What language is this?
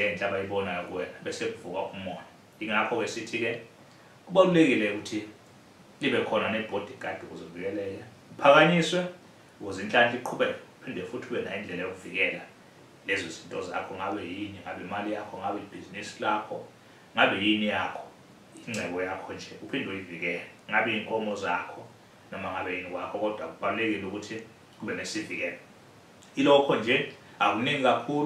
Zulu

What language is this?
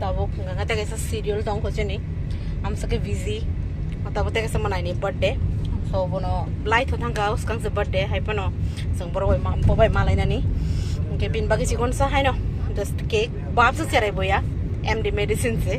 Kok Borok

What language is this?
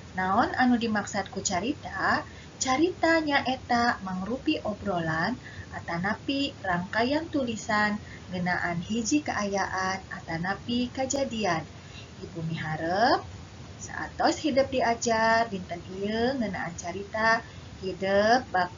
Sundanese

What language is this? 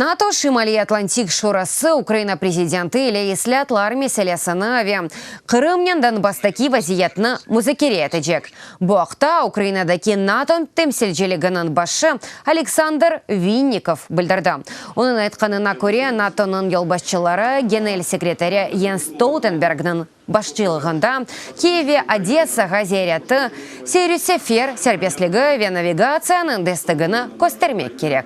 Crimean Tatar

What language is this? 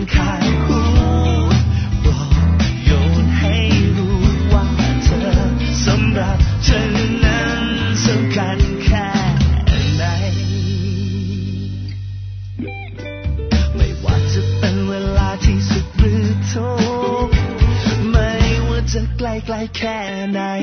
Thai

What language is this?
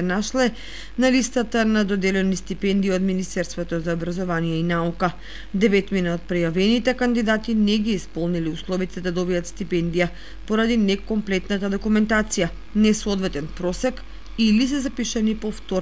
Macedonian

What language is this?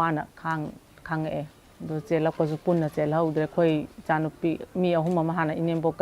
Manipuri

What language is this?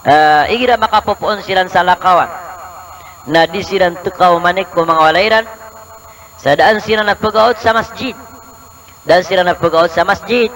Maranao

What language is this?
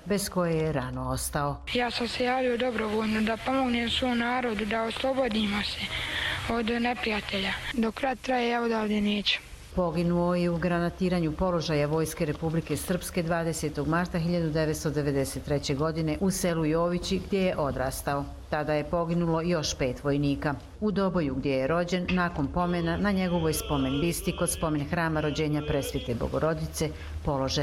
Serbian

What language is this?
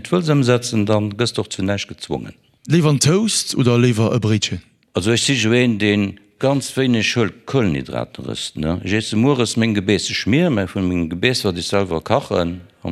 Luxembourgish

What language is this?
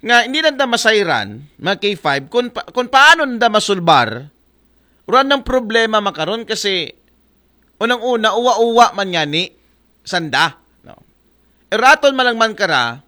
Aklanon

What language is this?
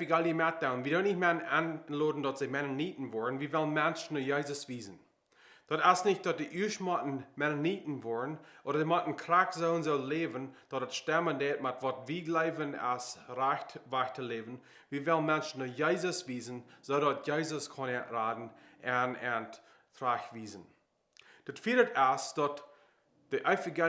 Plautdietsch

